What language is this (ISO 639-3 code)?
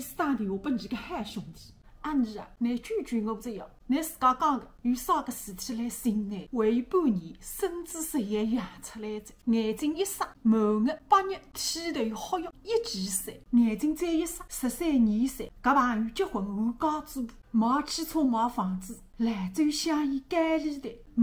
wuu